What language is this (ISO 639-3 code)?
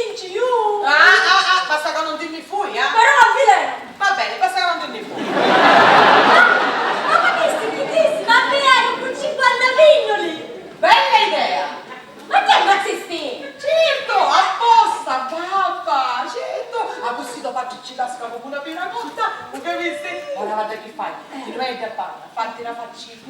scn